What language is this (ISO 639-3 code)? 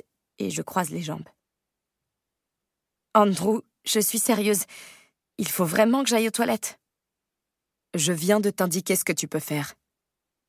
fra